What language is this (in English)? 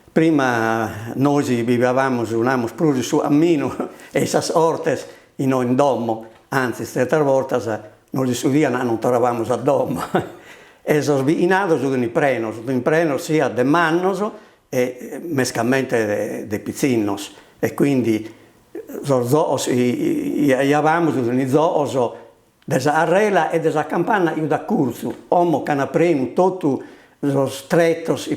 Sardinian